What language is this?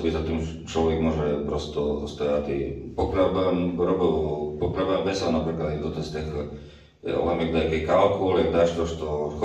Rusyn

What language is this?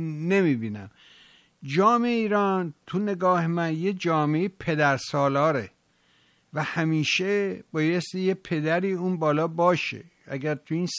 Persian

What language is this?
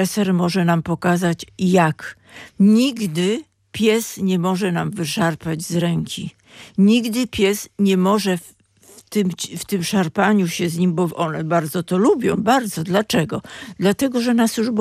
Polish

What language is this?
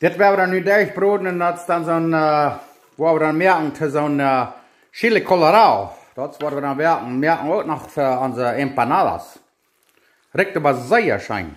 Plautdietsch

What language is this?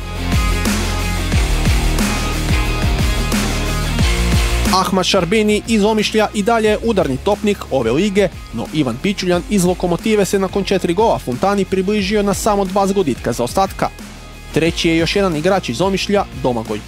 Croatian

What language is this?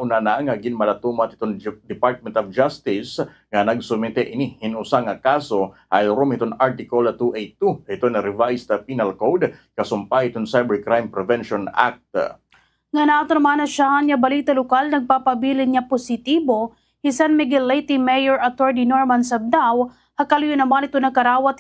Waray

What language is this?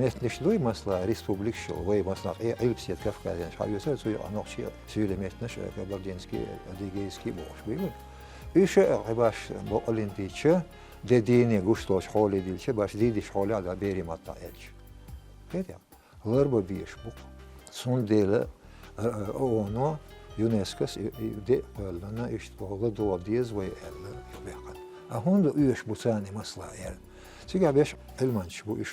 Chechen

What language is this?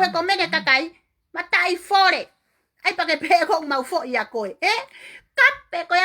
Tongan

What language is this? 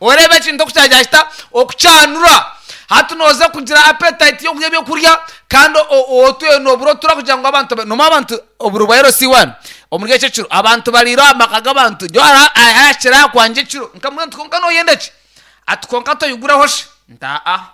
Nyankole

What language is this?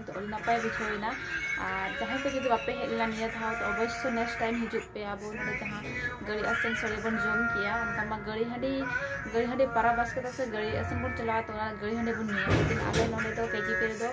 Santali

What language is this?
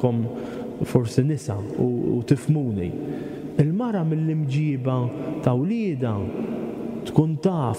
Maltese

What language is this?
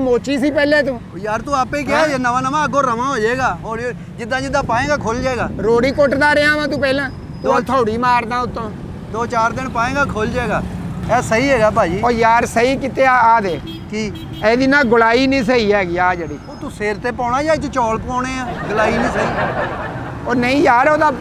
Punjabi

